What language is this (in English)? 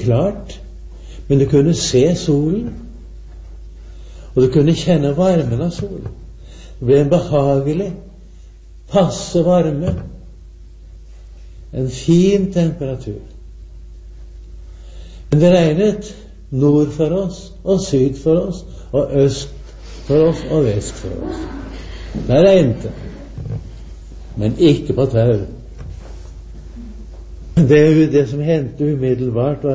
Norwegian